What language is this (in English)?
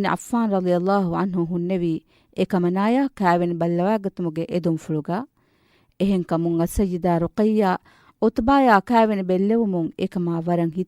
Divehi